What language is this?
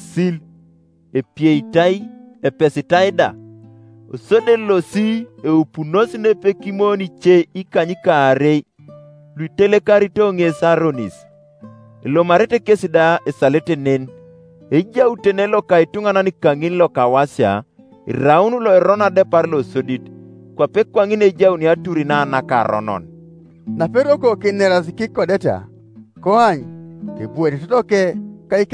Teso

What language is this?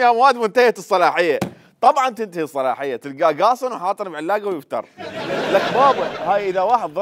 Mesopotamian Arabic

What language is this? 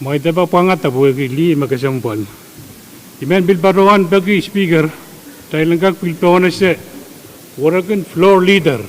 Pohnpeian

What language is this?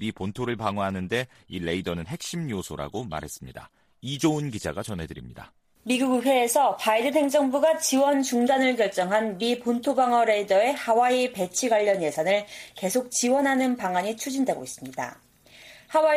Korean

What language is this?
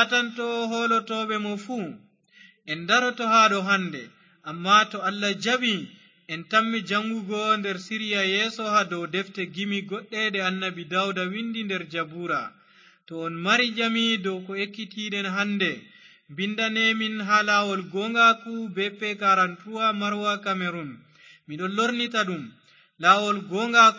Fula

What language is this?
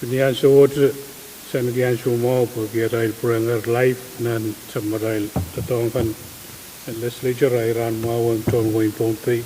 Pohnpeian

